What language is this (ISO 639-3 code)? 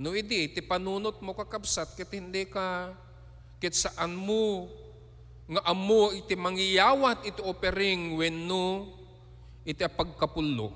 ilo